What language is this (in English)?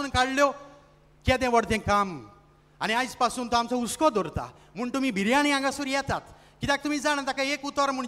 Konkani